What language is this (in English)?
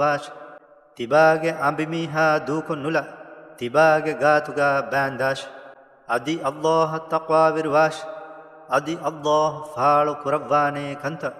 Divehi